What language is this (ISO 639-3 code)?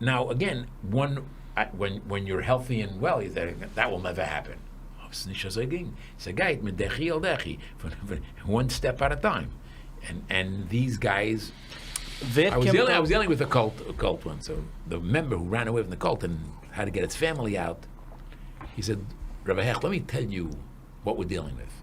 yid